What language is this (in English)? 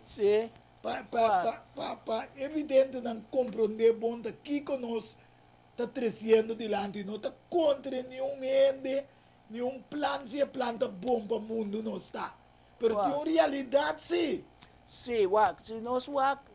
Papiamento